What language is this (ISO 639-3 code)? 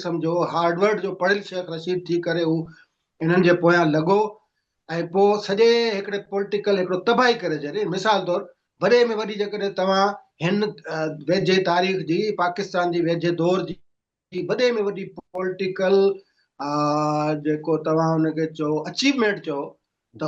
snd